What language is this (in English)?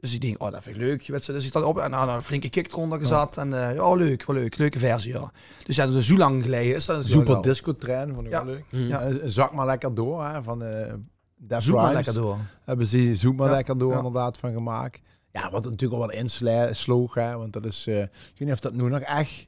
Limburgish